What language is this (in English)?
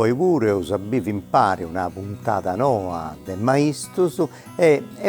Sardinian